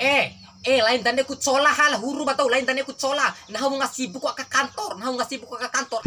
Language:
Bima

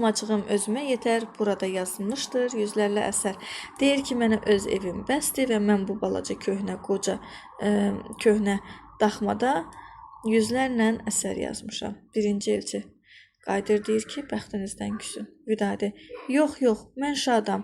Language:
Azerbaijani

